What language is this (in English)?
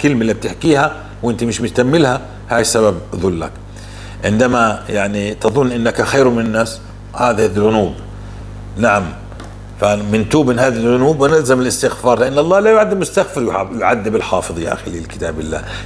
North Levantine Arabic